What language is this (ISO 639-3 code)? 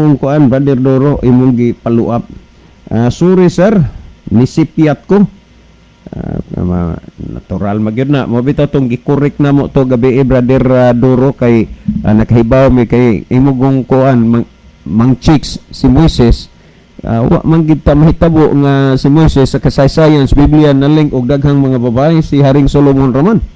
ceb